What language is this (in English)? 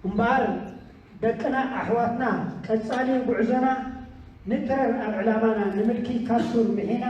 Tigrinya